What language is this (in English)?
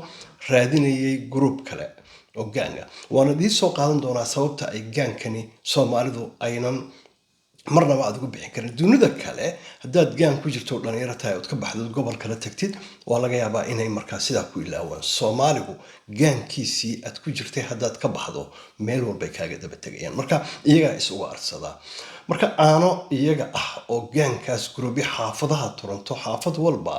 Somali